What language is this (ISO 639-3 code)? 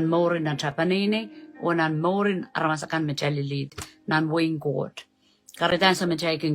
pon